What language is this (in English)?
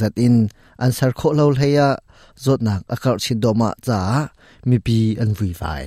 Hakha Chin